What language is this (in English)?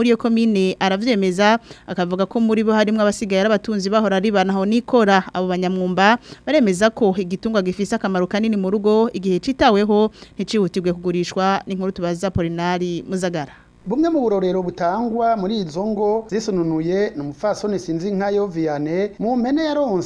Rundi